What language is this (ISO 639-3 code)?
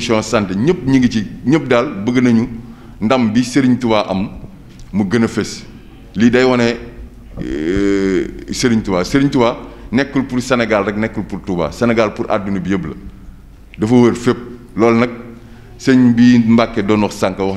wol